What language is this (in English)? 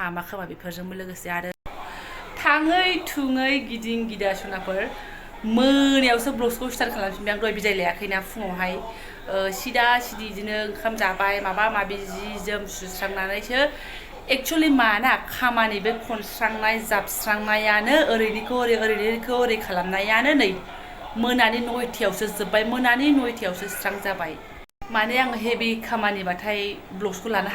Bodo